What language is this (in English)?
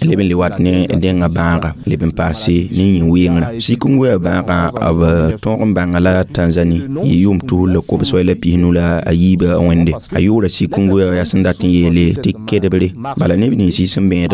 Mossi